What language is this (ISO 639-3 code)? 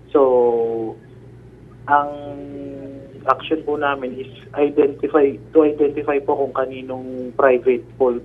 fil